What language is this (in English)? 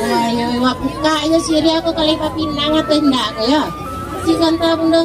Minangkabau